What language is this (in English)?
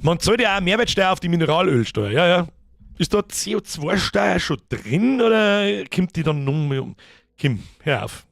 Bavarian